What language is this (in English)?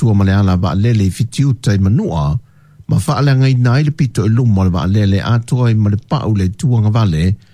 Samoan